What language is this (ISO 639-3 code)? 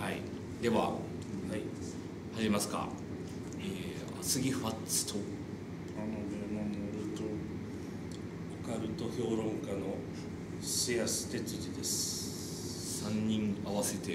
jpn